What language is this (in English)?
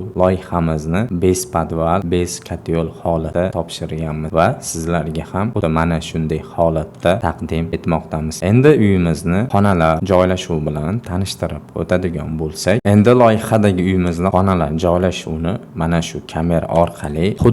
Uzbek